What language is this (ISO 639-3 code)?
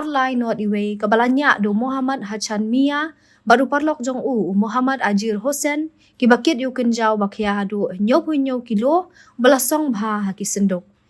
kha